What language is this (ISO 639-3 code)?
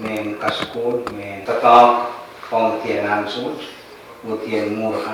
pon